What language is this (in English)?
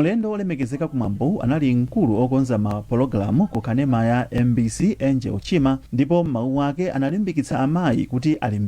Nyanja